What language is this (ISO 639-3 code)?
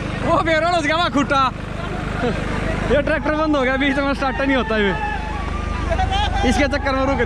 hin